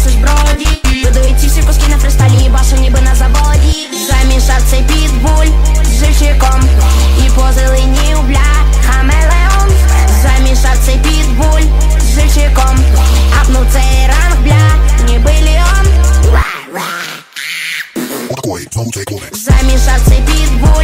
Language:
Ukrainian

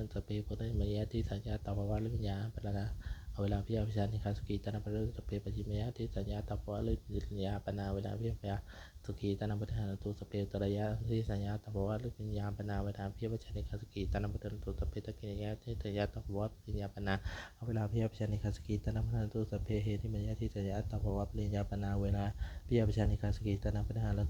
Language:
Pali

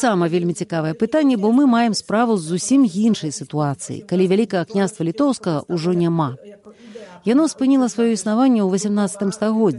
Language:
Belarusian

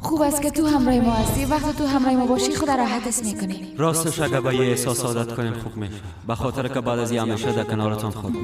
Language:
Persian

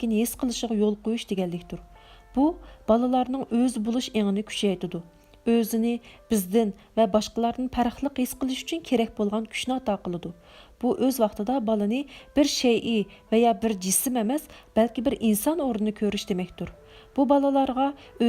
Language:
Uyghur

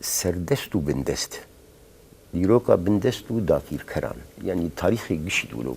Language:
Kurdish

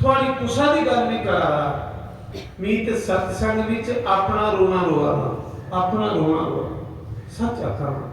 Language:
Dogri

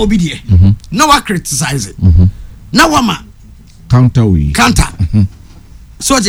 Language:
Akan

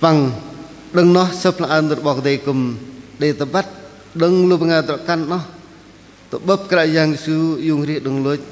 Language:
Bahnar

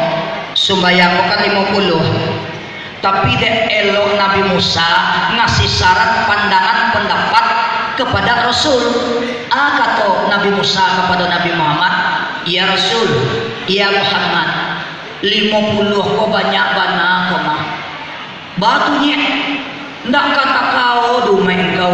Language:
Minangkabau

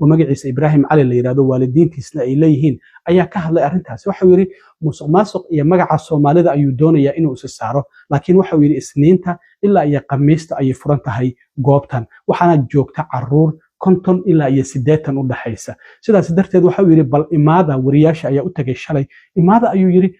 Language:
Somali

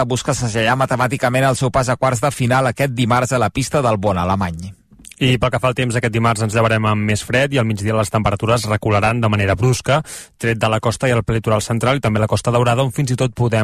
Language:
Catalan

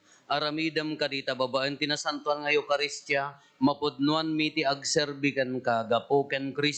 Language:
Iloko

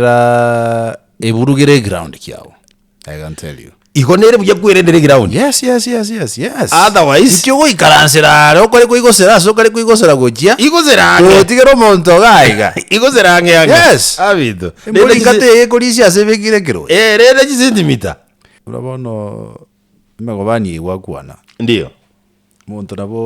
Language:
Gusii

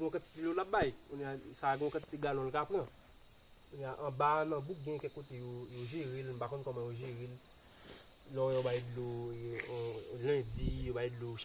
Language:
Haitian Creole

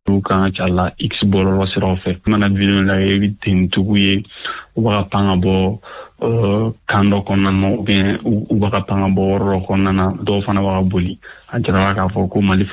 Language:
Bambara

